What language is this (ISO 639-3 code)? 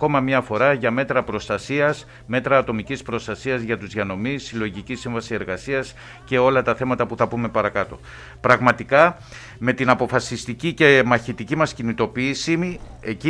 ell